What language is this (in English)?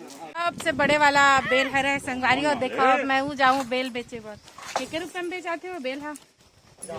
Chhattisgarhi